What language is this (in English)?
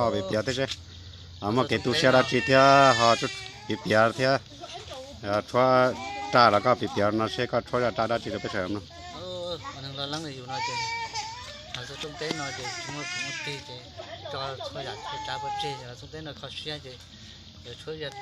Hmong